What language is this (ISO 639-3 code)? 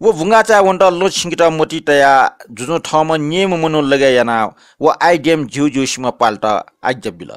new